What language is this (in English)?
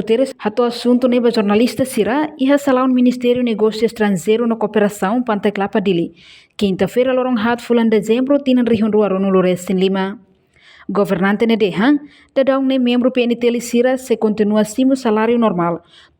Tetum